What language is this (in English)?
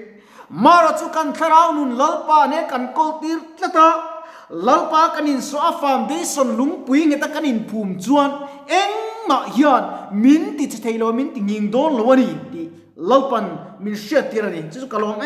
Mizo